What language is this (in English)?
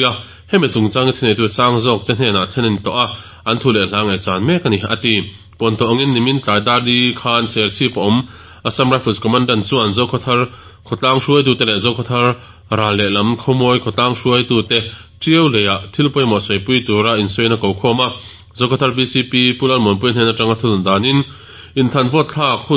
Mizo